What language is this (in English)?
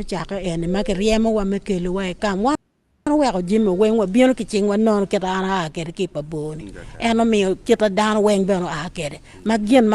Acoli